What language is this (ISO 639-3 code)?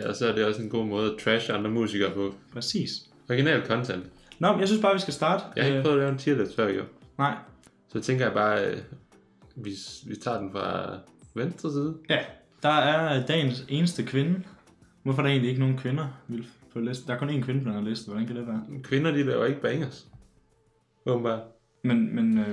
dan